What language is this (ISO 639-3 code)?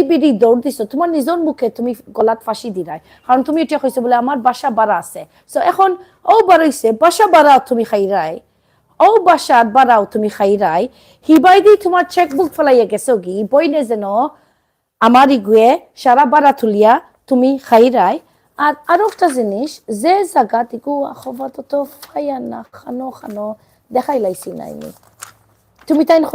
syl